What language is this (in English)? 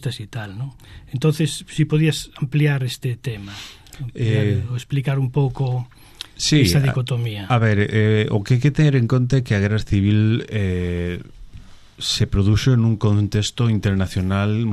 Galician